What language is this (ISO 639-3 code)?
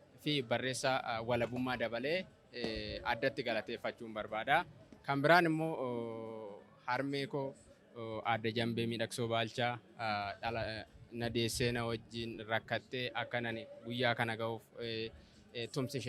orm